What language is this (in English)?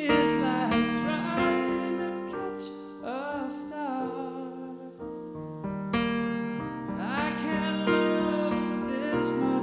English